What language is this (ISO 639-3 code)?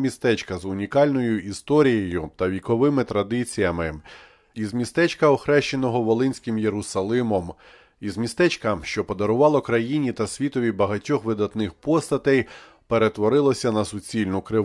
ukr